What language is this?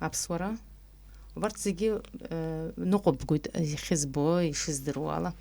Abkhazian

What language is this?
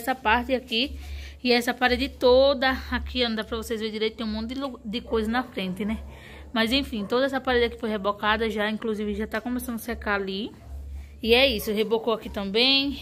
Portuguese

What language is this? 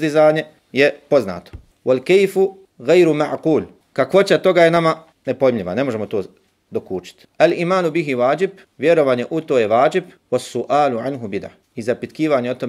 Bosnian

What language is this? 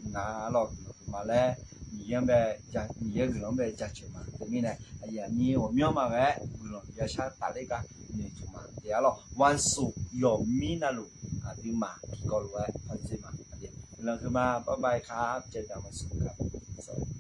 Akha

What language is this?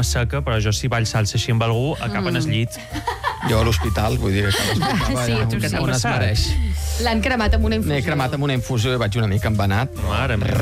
Catalan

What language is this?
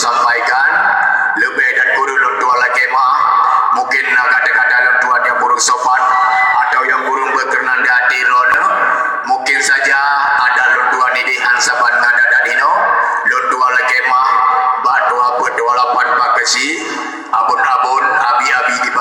Achinese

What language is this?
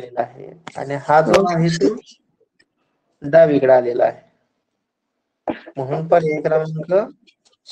Marathi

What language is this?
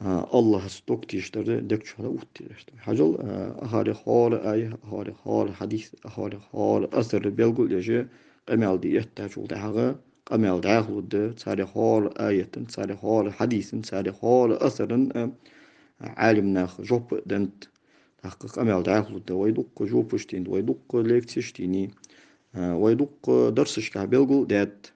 Ingush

